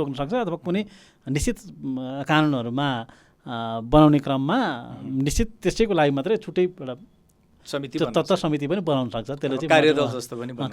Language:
Nepali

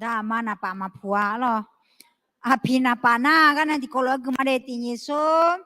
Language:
Akha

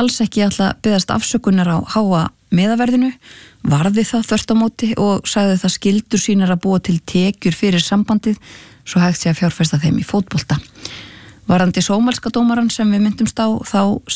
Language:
Icelandic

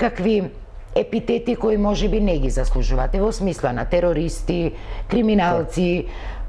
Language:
Macedonian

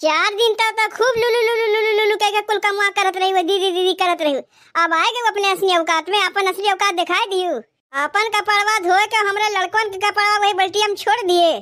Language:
Awadhi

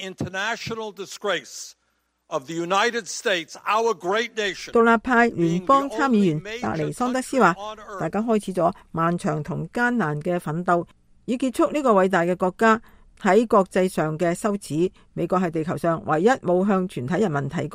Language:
Cantonese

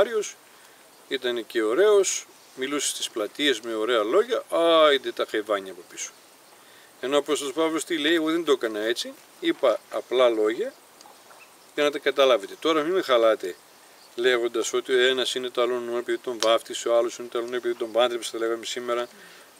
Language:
Greek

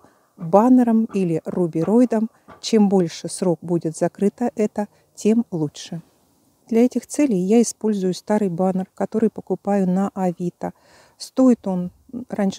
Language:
Russian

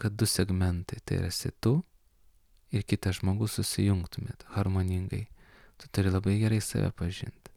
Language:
Lithuanian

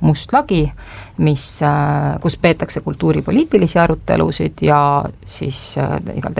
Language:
Estonian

